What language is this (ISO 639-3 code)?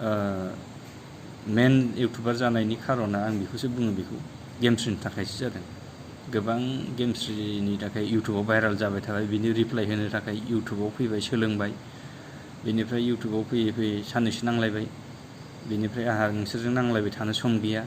brx